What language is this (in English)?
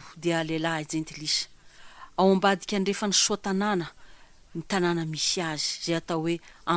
Malagasy